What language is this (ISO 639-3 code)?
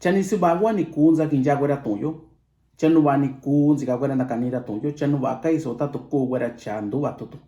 mix